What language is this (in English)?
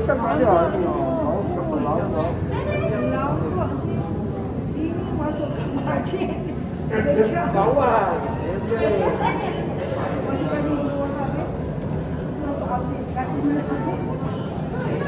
Malay